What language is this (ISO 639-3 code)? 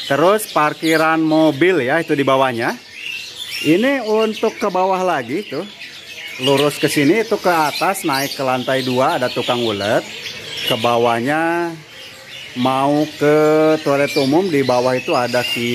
ind